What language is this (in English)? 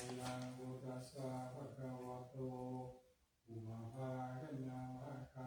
Pali